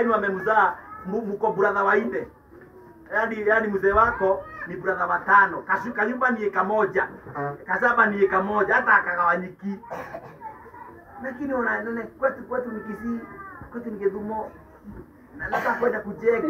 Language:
Swahili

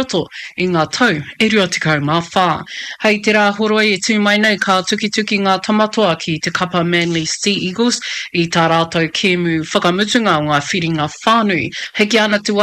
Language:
Māori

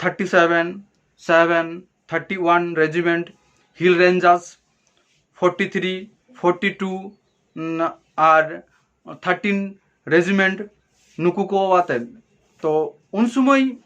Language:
Santali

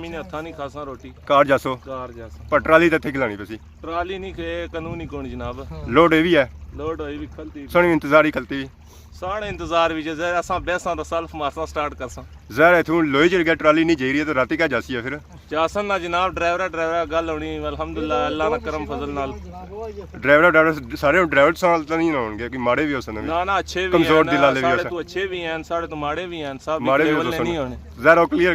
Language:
Pahari-Potwari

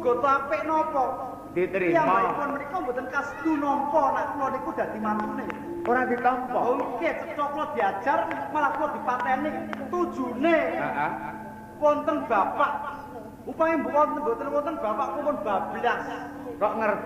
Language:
Javanese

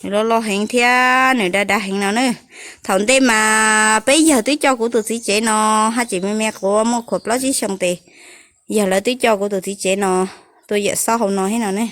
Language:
Hmong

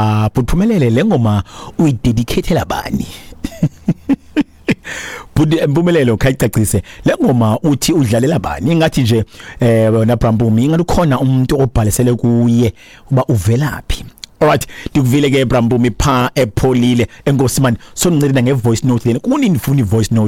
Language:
Xhosa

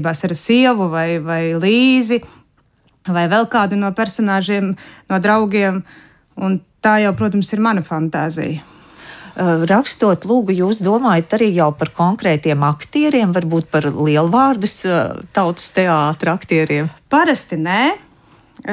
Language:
Latvian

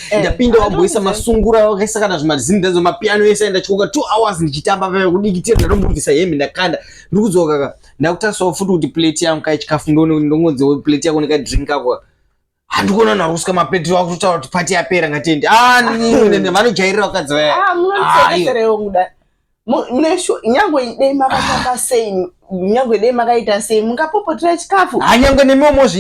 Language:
Shona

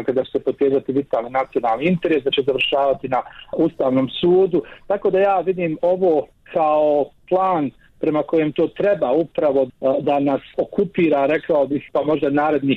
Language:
Serbian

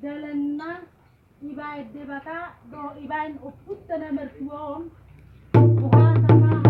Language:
Batak Toba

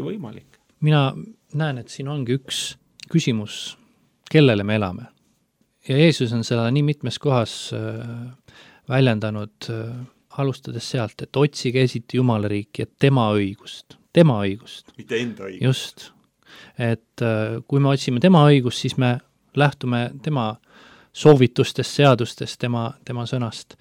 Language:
Estonian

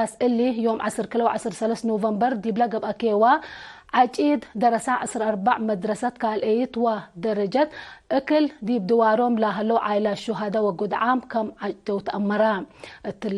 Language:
Tigre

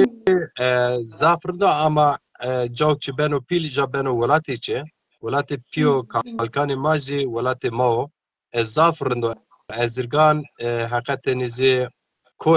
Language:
Zaza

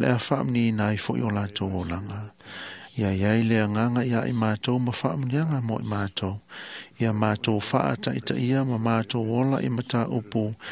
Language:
Samoan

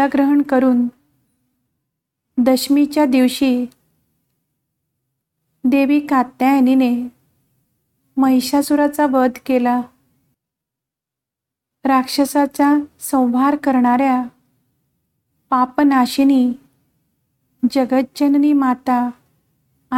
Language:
Marathi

